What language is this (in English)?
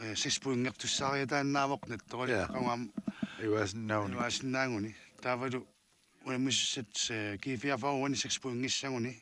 Kalaallisut